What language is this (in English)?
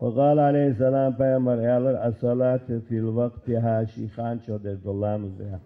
Ingush